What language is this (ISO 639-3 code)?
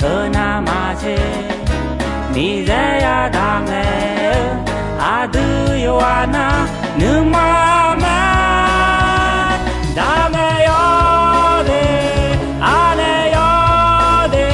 ahk